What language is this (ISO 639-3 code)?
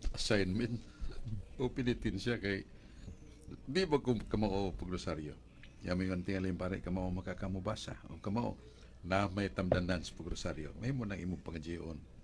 ceb